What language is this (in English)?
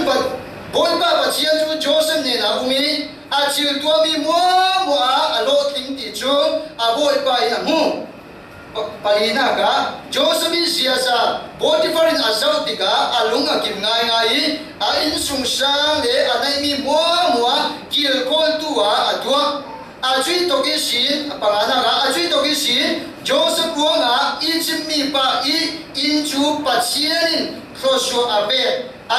Falam Chin